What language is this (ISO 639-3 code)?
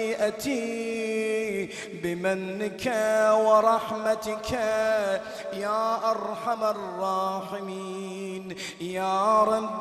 ara